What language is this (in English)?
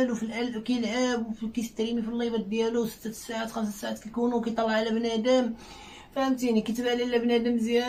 Moroccan Arabic